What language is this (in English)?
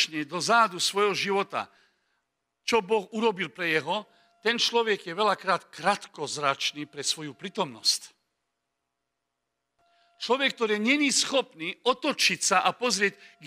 Slovak